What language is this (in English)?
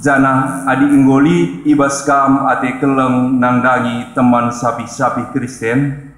Batak Karo